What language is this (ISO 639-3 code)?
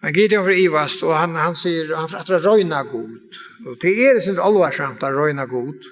fao